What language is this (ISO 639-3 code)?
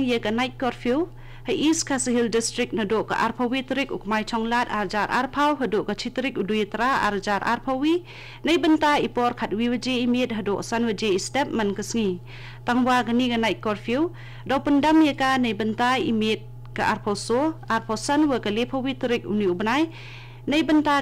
kha